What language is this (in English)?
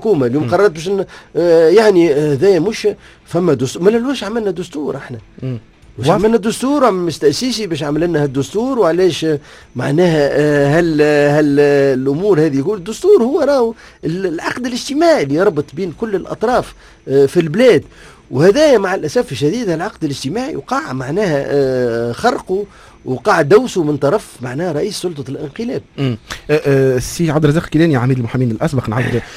Tunisian Arabic